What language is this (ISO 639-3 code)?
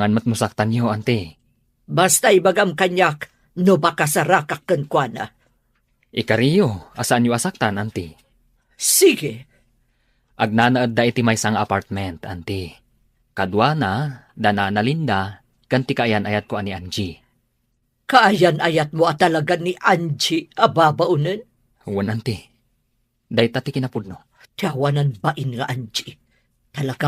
ilo